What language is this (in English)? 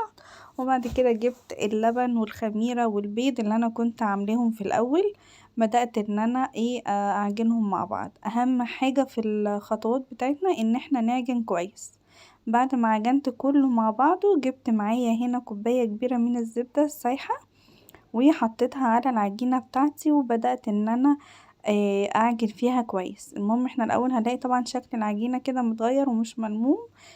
Egyptian Arabic